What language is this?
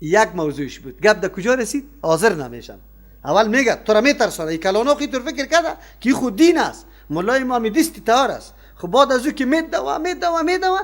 Persian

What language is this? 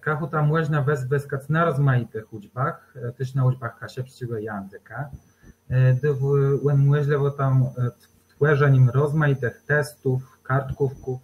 Kashubian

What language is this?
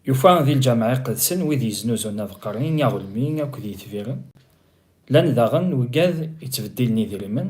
Kabyle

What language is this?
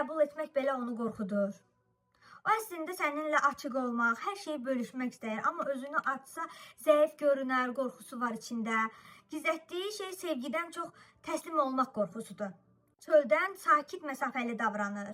Azerbaijani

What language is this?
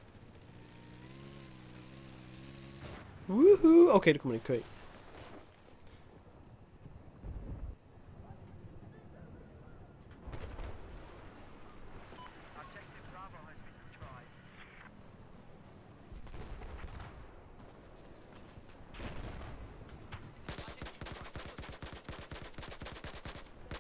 Danish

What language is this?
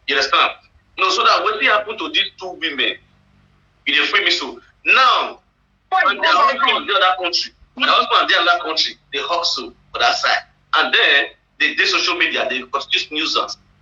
Nigerian Pidgin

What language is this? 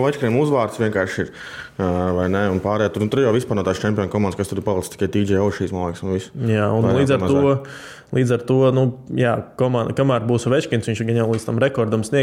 Latvian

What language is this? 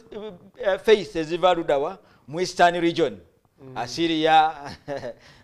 Ganda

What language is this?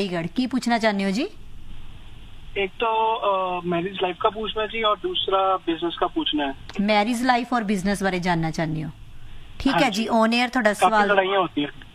Punjabi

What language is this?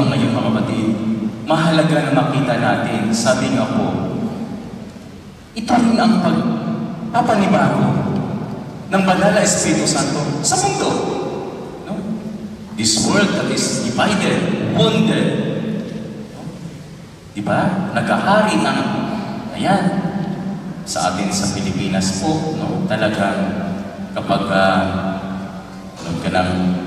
Filipino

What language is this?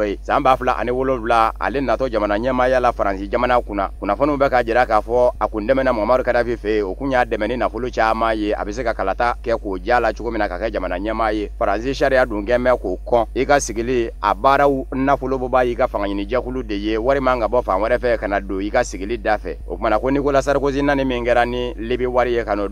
Bambara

